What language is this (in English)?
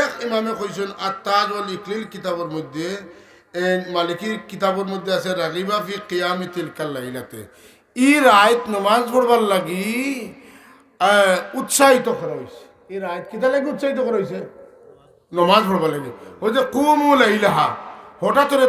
Sylheti